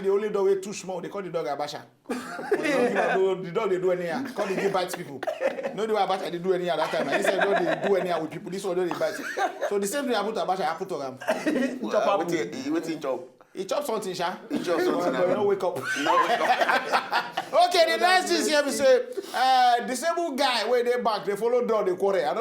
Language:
Nigerian Pidgin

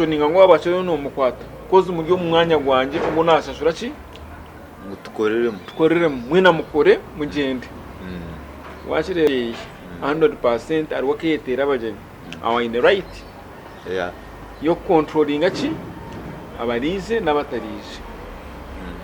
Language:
Nyankole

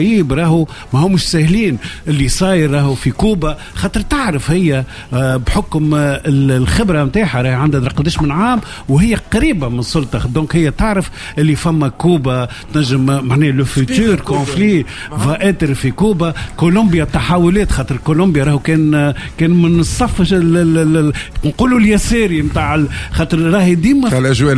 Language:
Tunisian Arabic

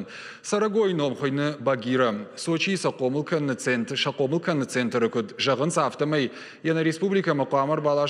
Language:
Ossetic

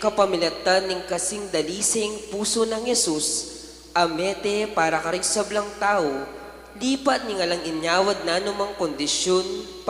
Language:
Pampanga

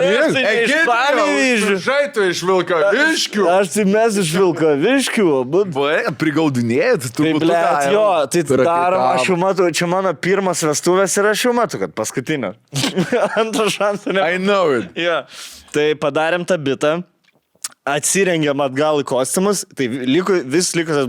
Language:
Lithuanian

